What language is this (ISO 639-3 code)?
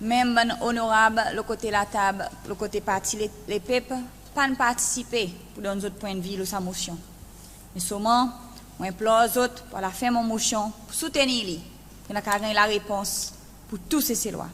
crs